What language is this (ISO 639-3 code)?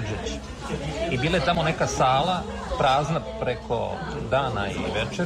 srp